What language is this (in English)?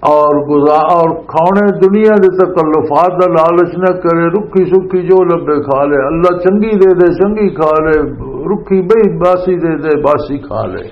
Western Panjabi